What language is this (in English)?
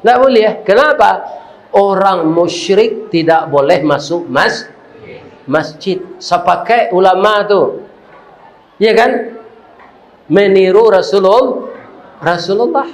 Minangkabau